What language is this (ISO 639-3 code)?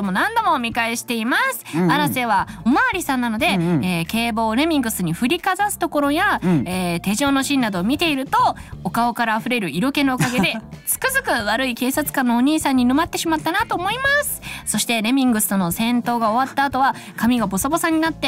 jpn